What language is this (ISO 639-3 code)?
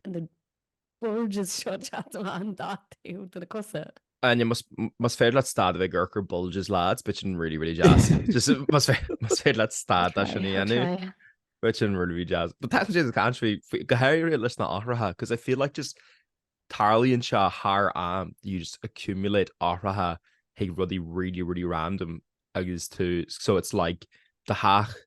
gle